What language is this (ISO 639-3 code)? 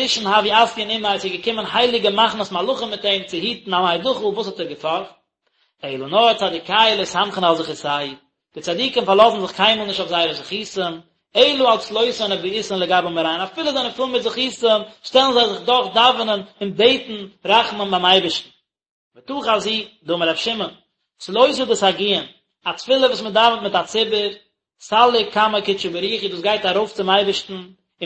yid